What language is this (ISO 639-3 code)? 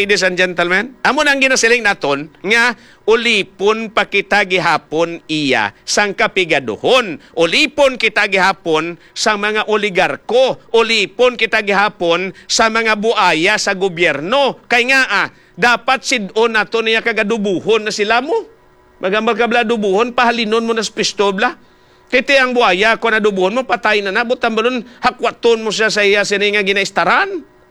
hil